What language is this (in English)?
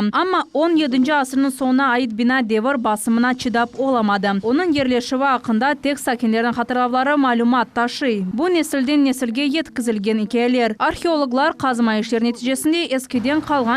Crimean Tatar